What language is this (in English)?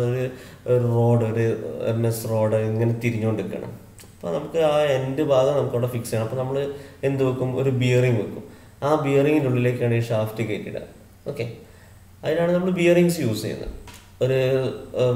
Malayalam